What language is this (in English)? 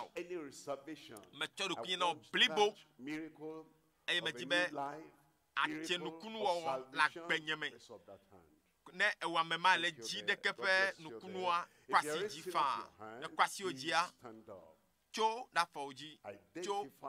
Ewe